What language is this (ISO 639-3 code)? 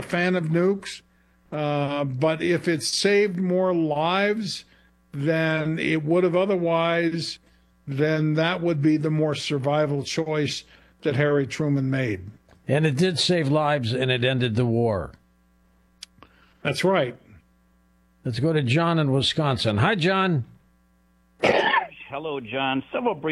eng